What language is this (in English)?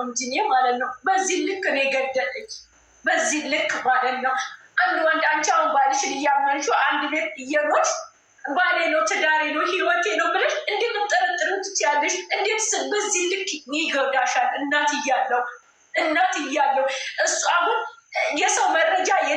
Amharic